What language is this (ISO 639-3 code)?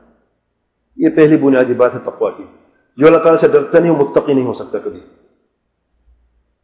urd